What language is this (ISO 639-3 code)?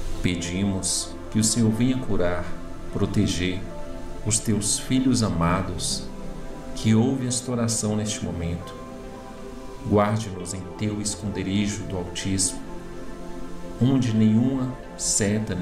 por